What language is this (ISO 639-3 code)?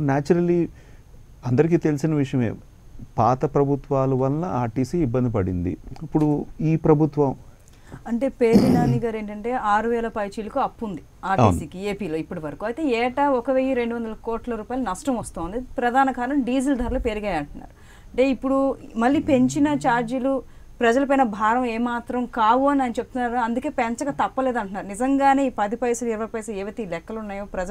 tel